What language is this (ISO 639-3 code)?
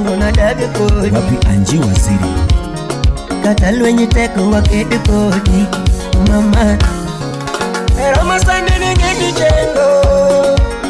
luo